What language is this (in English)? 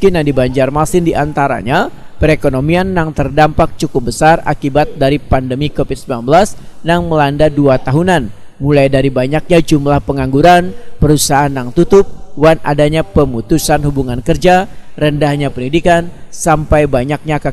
Banjar